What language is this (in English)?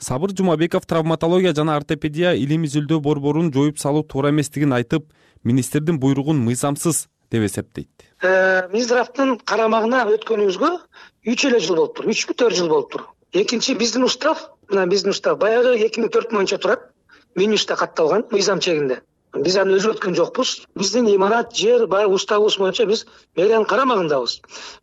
Kyrgyz